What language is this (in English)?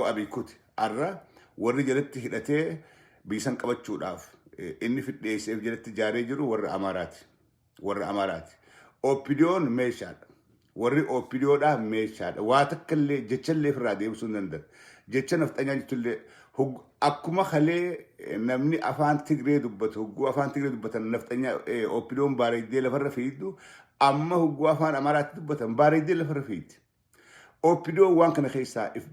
Oromo